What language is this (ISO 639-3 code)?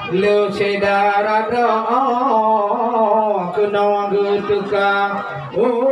ace